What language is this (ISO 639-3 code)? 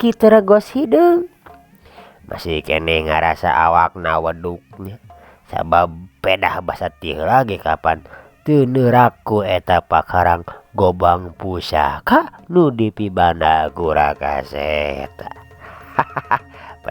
sun